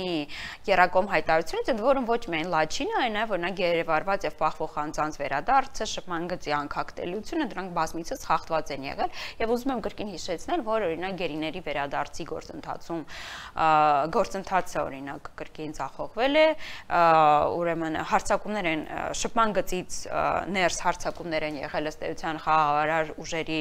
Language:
Armenian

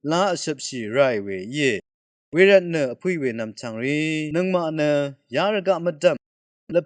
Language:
Rawang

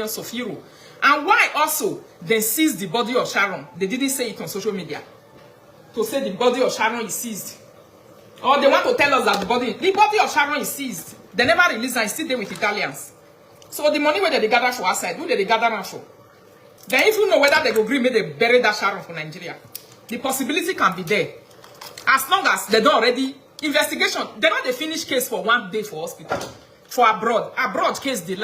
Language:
Nigerian Pidgin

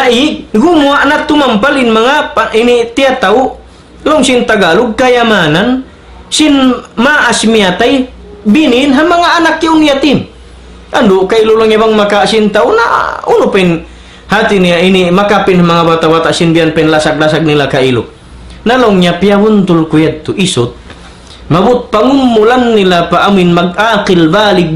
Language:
Tausug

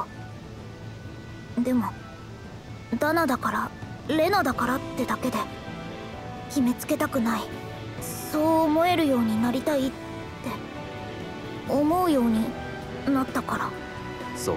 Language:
Japanese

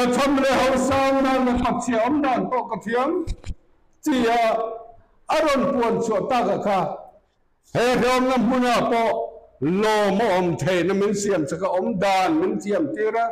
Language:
Mizo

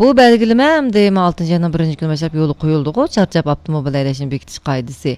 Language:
Uyghur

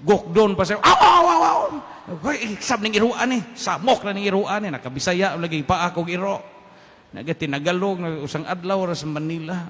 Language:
Cebuano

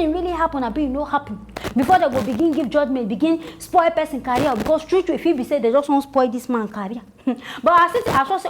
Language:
Nigerian Pidgin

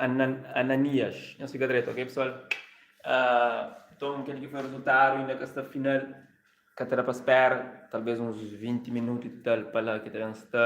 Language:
Kabuverdianu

